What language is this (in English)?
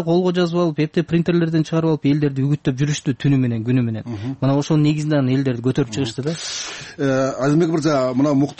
Kyrgyz